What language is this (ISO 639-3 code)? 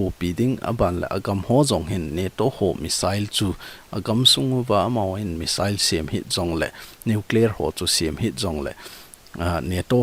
tcz